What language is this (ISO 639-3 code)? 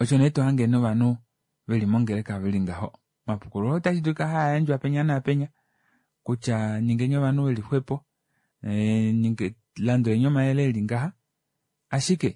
kua